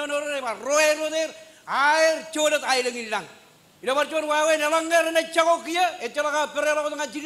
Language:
Marshallese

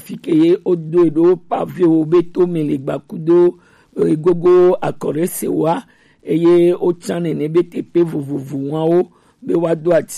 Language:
Gen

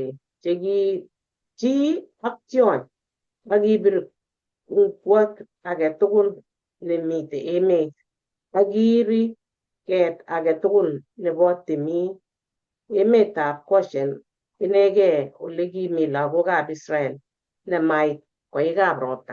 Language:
Kalenjin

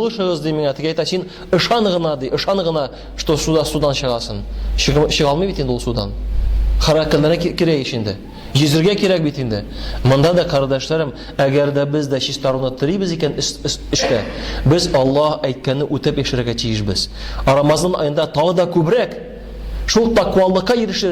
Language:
Tatar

